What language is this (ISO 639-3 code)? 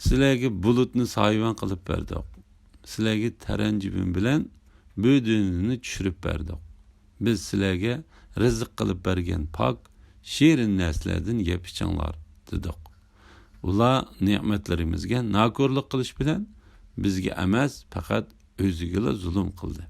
uig